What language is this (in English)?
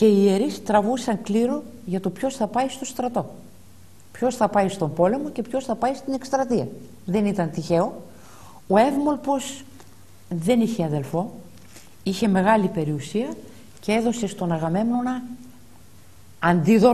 Greek